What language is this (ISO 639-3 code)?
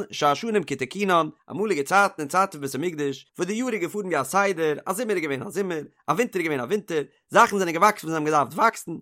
yid